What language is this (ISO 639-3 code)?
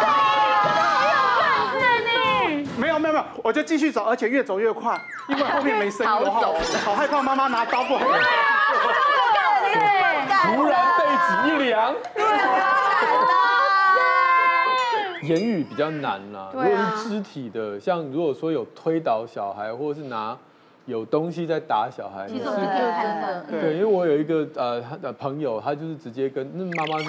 zho